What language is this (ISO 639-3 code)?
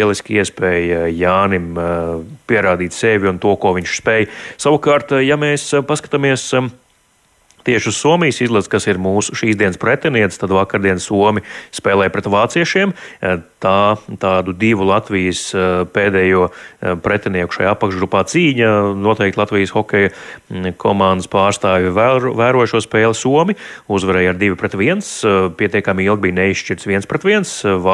lav